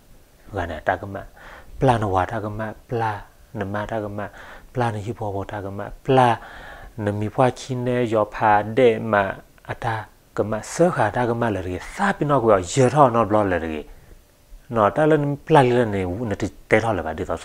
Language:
S'gaw Karen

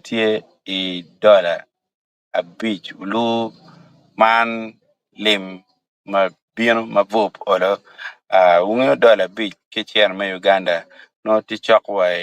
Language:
Acoli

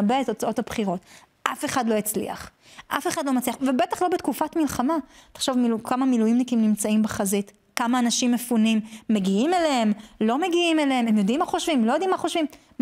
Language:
Hebrew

